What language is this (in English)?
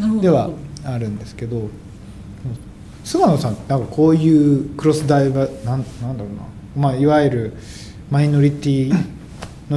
Japanese